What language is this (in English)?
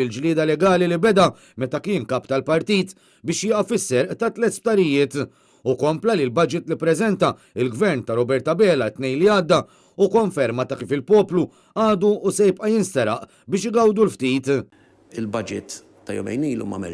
Maltese